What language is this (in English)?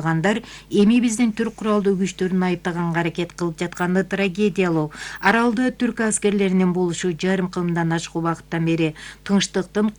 Kyrgyz